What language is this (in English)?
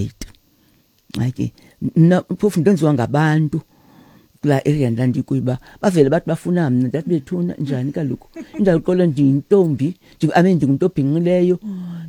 Xhosa